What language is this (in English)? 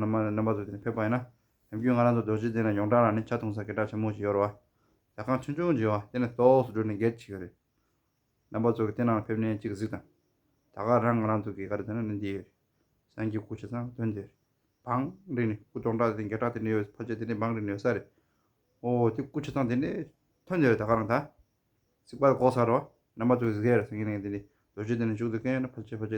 Tibetan